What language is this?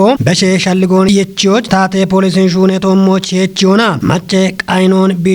Kafa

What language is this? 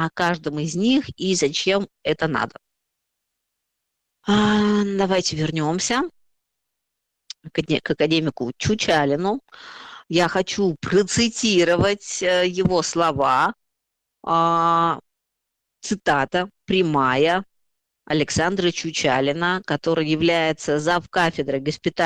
Russian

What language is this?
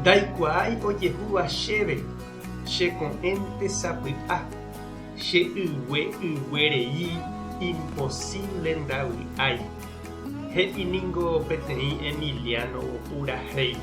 Guarani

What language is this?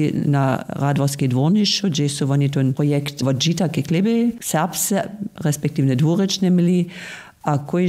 Upper Sorbian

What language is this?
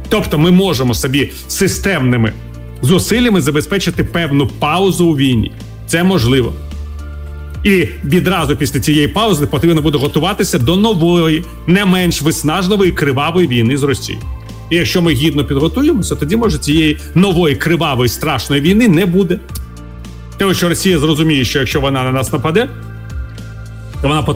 Ukrainian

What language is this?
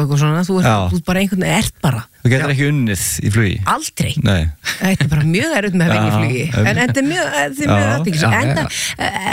Icelandic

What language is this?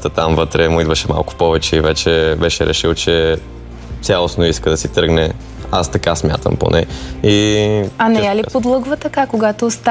Bulgarian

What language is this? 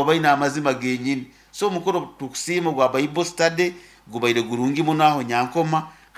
Nyankole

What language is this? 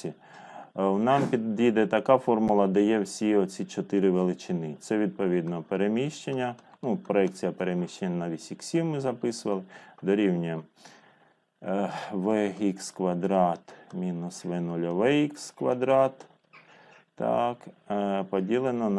Ukrainian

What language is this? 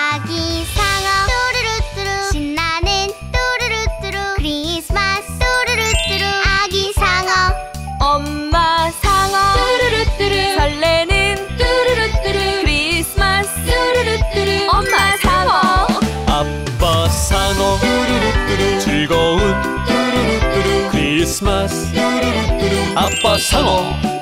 Korean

